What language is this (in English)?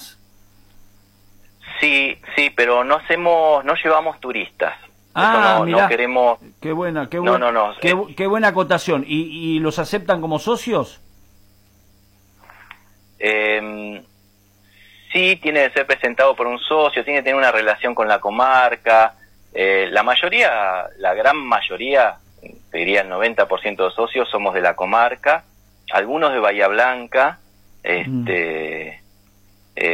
Spanish